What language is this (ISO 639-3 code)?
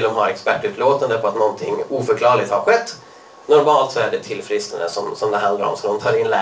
swe